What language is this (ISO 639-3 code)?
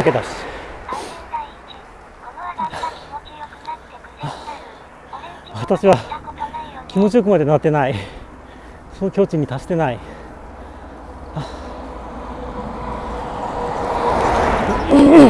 jpn